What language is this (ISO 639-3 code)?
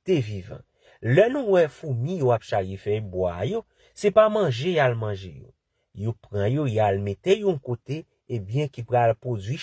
hat